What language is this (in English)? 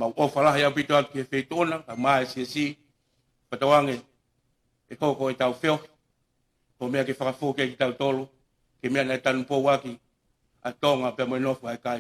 Tongan